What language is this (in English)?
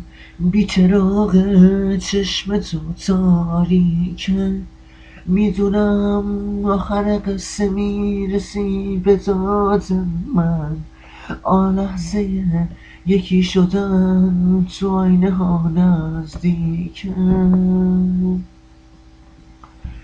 Persian